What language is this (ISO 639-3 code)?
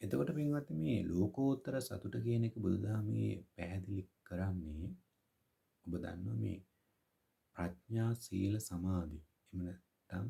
sin